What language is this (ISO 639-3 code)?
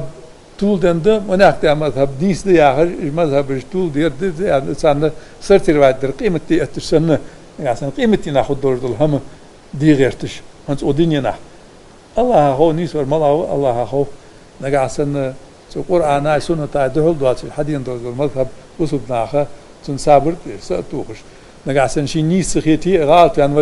inh